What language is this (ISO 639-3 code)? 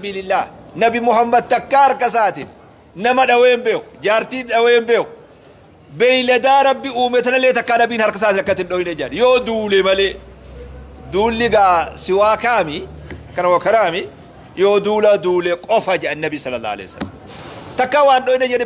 orm